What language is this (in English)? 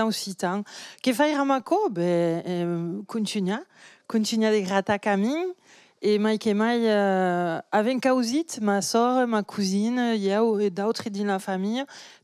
Occitan